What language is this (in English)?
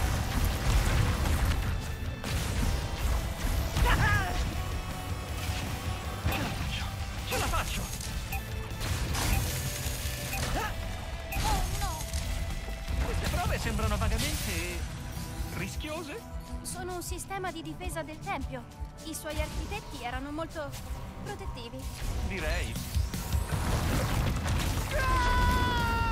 Italian